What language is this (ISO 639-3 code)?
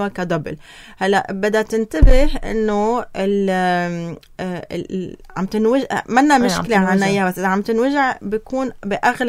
apc